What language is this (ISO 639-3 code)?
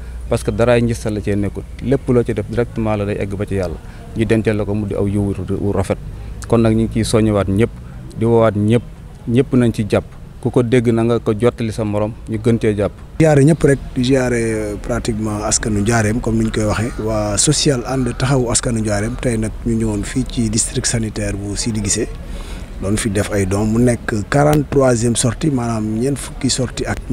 wol